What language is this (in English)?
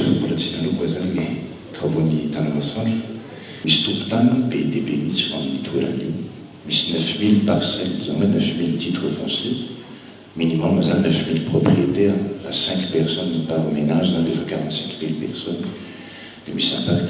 Malagasy